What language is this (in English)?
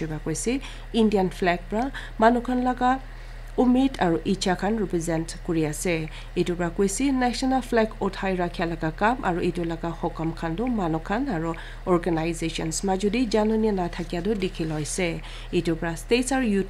Naga Pidgin